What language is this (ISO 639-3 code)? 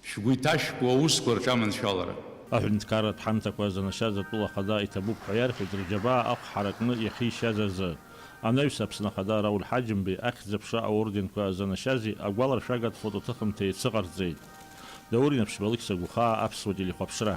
abk